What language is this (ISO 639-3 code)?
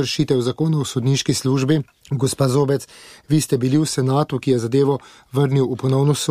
slv